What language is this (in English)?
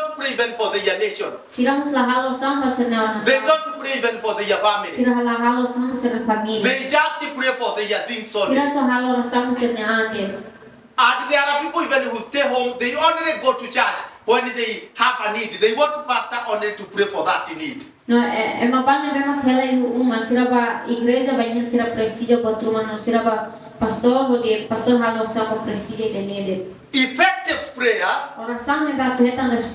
Tetum